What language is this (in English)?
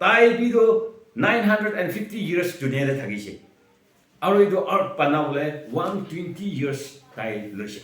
Naga Pidgin